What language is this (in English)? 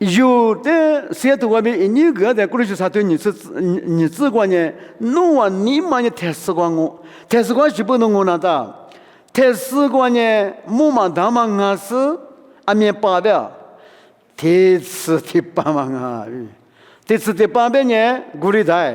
Lisu